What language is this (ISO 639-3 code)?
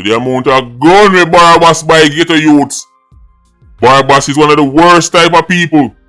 jam